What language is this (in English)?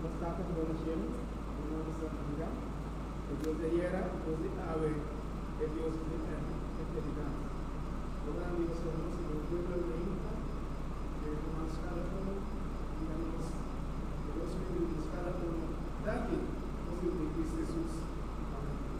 Papiamento